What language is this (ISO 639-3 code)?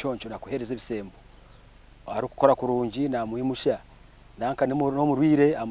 nyn